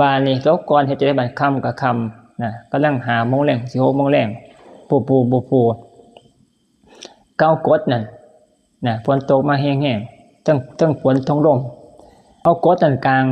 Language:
Northeastern Thai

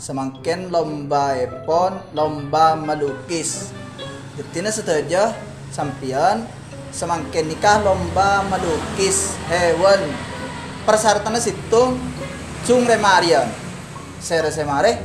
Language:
Madurese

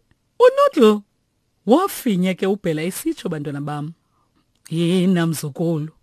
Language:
Xhosa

